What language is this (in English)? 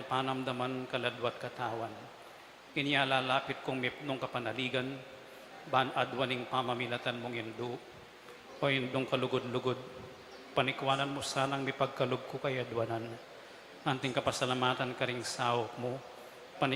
Pampanga